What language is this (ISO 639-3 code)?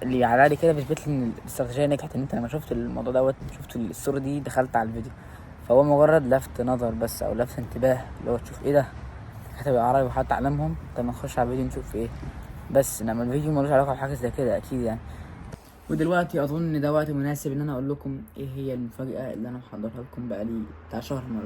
arz